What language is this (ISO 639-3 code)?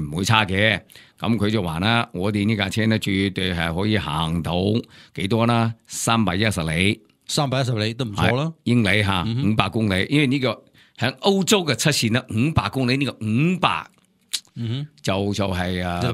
yue